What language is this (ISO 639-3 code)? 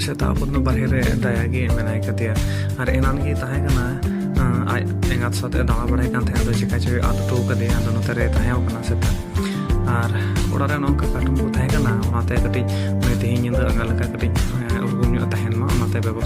sat